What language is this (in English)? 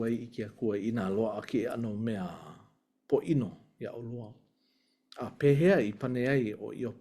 Hawaiian